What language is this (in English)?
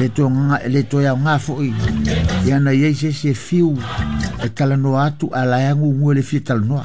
Samoan